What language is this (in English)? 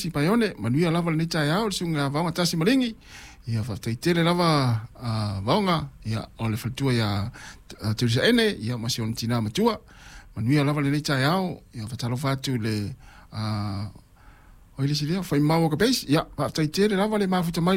Samoan